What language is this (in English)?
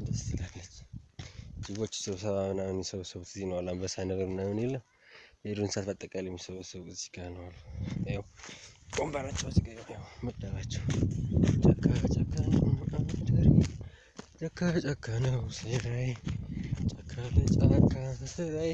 Amharic